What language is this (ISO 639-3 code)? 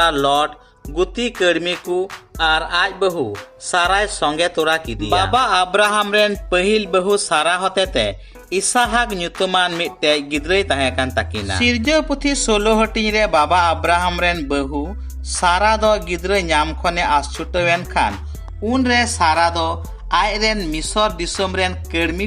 sat